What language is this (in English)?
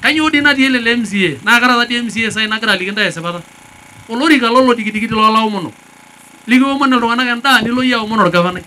Masai